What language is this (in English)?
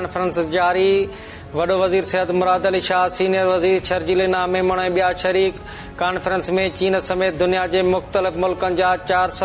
Sindhi